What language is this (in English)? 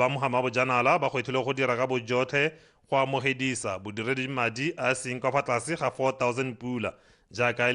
Tswana